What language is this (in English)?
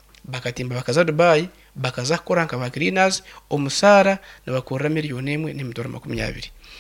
Nyankole